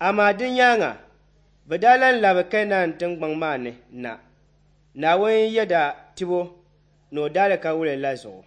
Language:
Dagbani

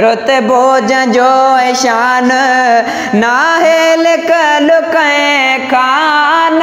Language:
Sindhi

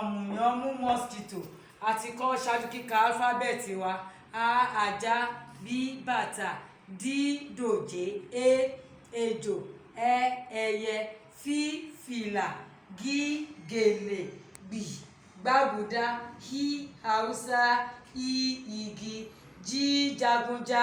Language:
Yoruba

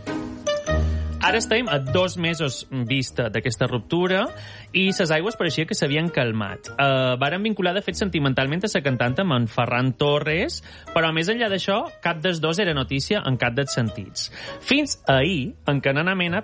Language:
Catalan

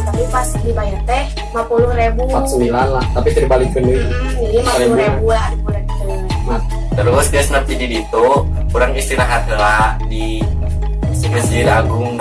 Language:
Sundanese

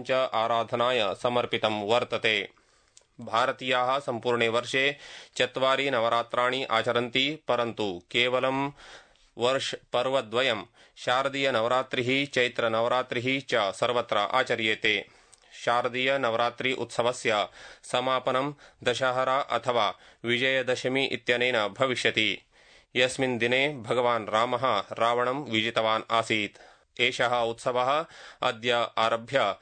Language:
Sanskrit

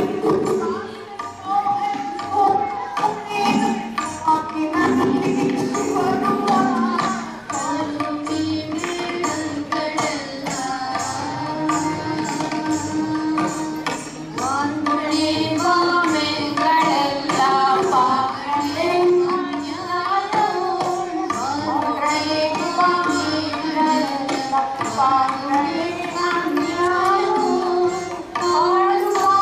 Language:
Kannada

